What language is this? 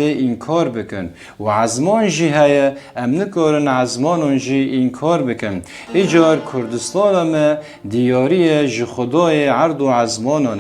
Kurdish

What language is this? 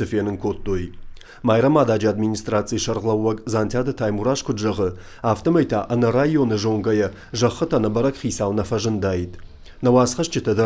Ossetic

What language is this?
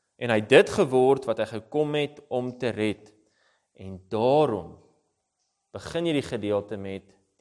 Afrikaans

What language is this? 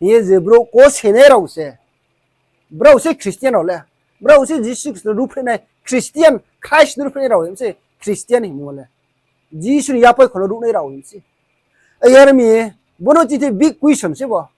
Riang (India)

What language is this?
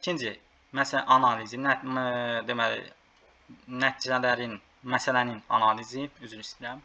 Azerbaijani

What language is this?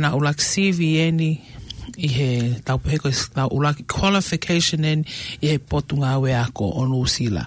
Tongan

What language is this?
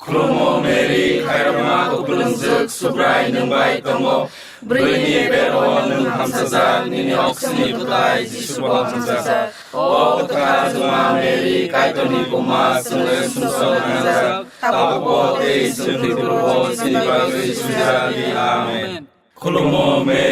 Kok Borok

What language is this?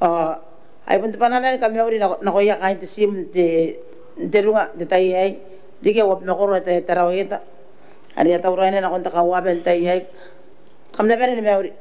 Gilbertese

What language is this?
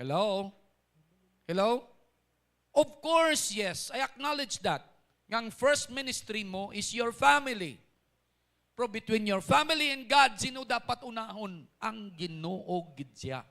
Hiligaynon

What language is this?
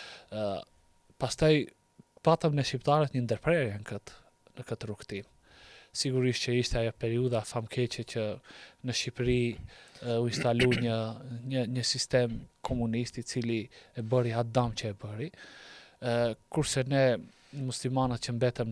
Albanian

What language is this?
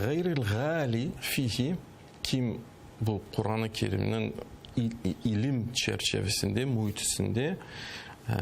Crimean Tatar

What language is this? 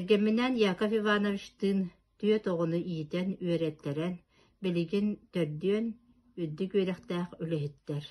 Yakut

